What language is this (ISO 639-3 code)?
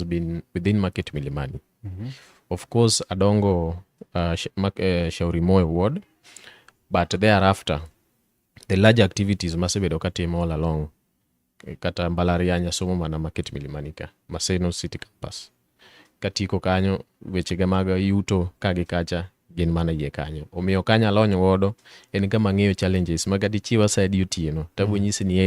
luo